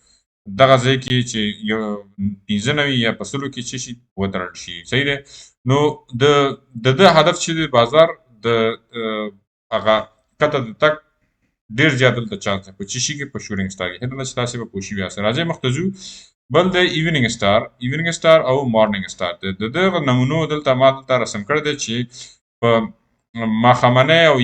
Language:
Pashto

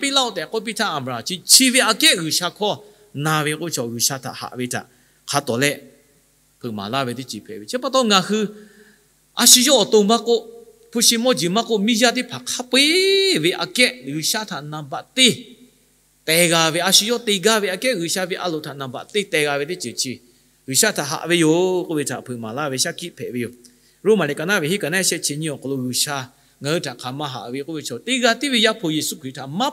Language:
Lahu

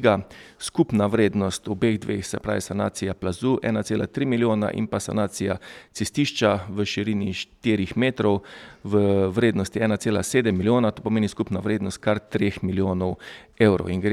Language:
Slovenian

